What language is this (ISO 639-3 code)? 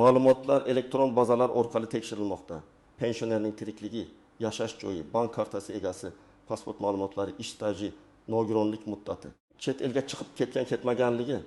uzb